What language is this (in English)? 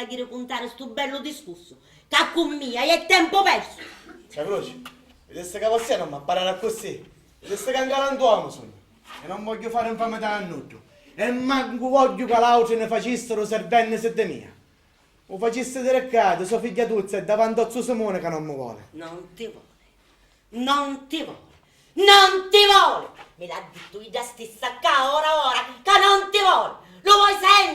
Sicilian